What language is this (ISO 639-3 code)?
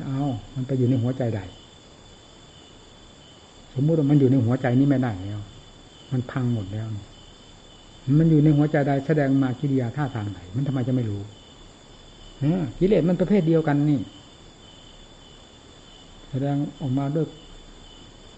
tha